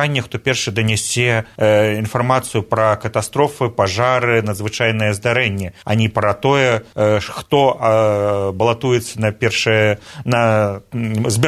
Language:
Belarusian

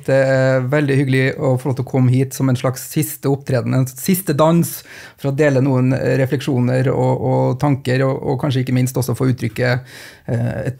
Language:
Norwegian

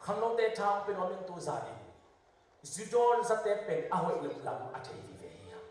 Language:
Tedim Chin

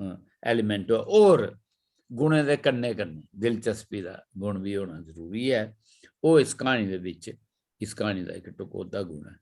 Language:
Dogri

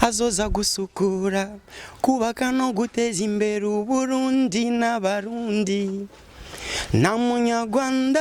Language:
Rundi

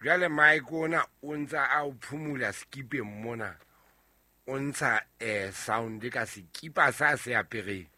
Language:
Southern Sotho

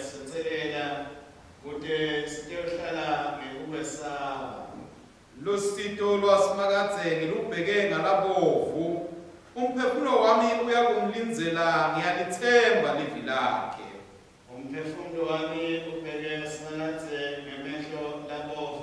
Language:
Swati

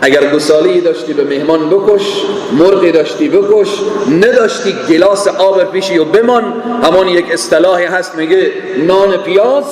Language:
Persian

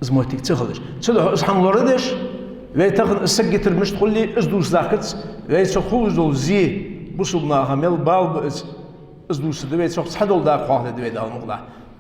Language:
Ingush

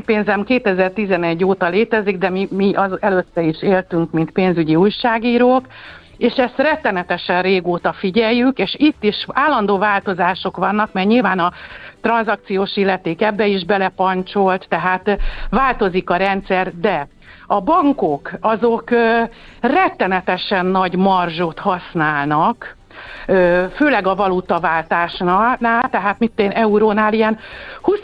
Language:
Hungarian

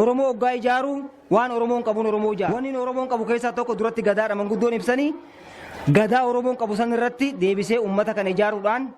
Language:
Oromo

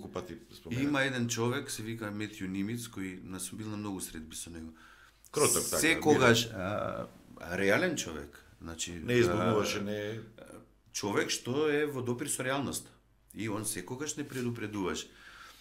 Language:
Macedonian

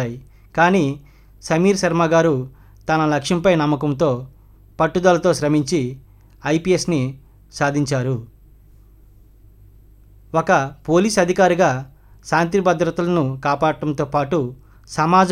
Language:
Telugu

